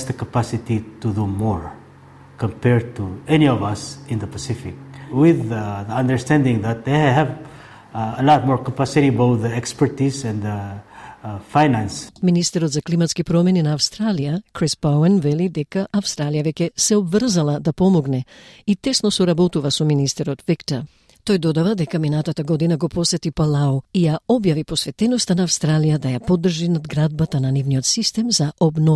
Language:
Macedonian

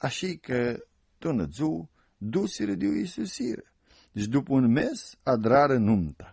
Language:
Aromanian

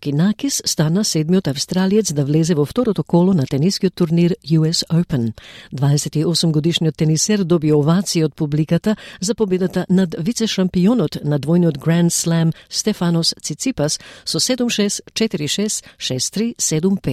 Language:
Macedonian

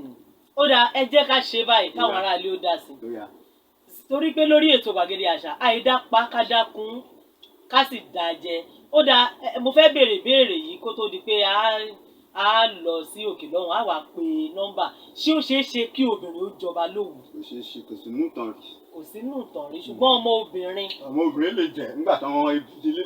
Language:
Yoruba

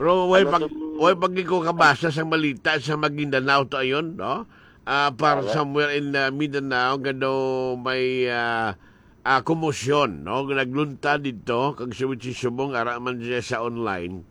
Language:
Hiligaynon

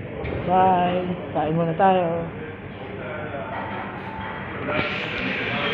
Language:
Filipino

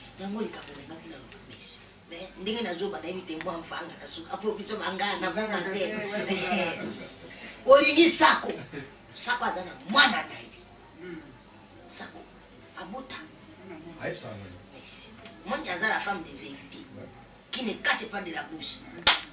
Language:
Lingala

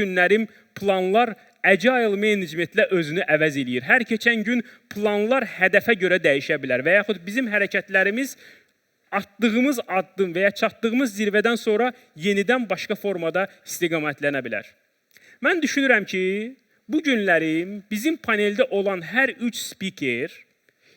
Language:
Azerbaijani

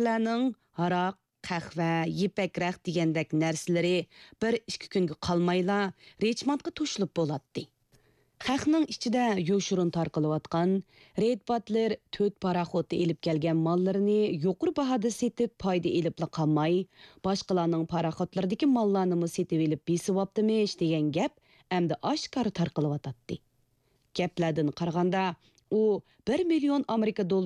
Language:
Uyghur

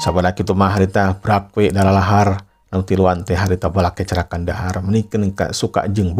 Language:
Sundanese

